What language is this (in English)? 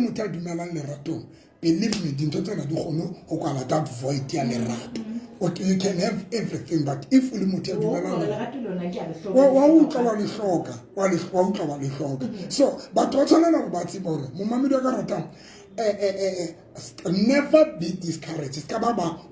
Southern Sotho